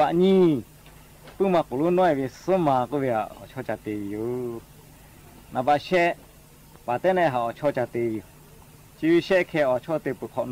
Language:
Lahu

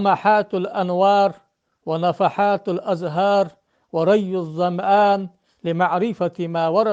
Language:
Ingush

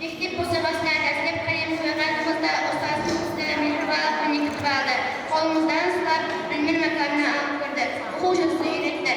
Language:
Kara-Kalpak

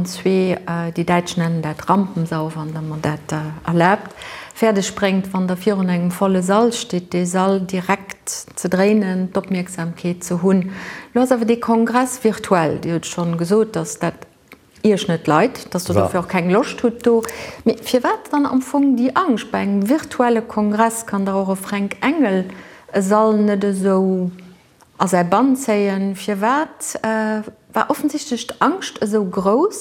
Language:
Luxembourgish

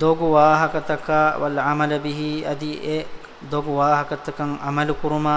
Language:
Divehi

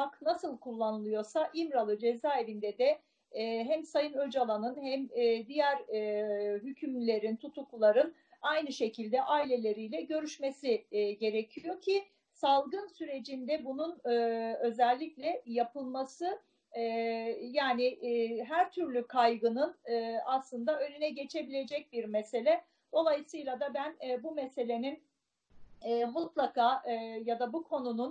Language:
Turkish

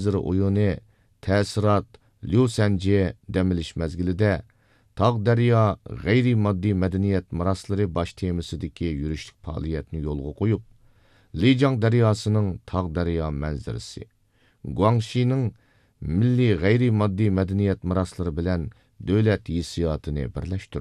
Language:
Uyghur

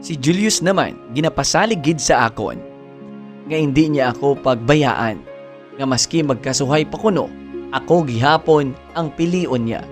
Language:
Hiligaynon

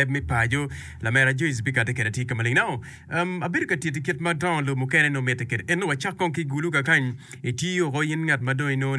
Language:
Acoli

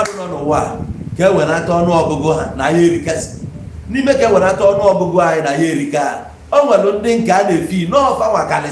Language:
Igbo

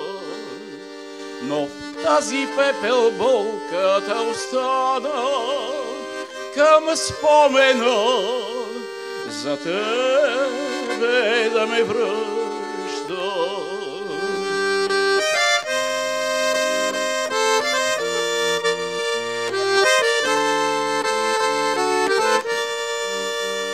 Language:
Bulgarian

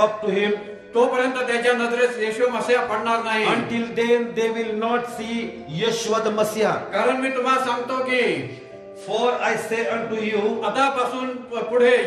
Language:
Marathi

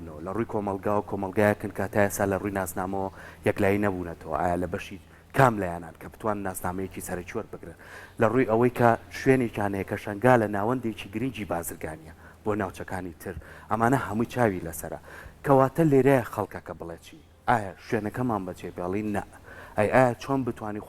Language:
Central Kurdish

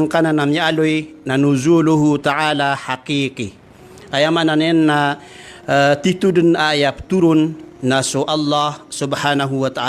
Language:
Maranao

